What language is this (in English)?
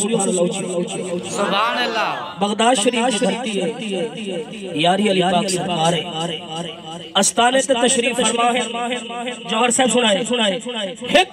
Saraiki